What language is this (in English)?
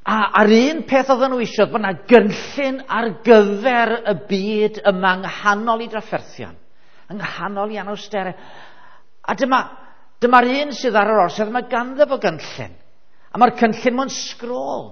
Welsh